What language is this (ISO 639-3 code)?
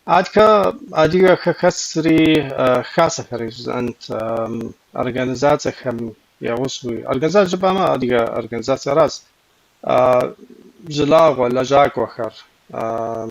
kbd